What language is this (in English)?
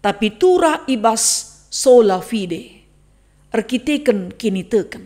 Batak Karo